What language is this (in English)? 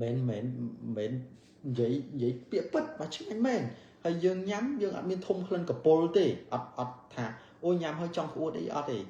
Khmer